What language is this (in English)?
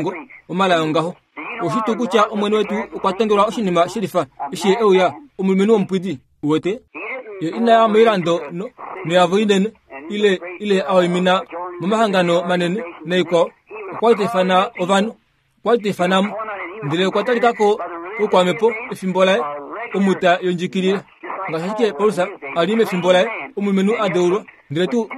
Kuanyama